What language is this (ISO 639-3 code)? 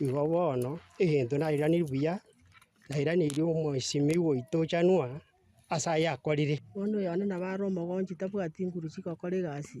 guz